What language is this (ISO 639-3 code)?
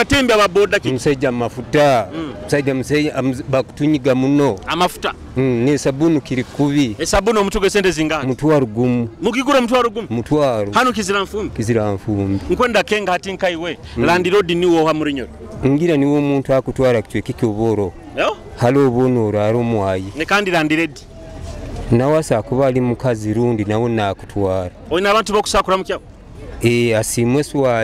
nyo